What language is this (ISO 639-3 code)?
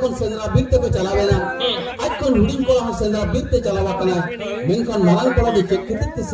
sat